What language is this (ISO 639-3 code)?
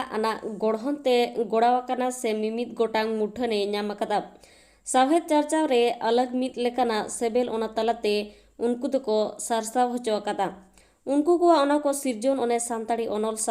sat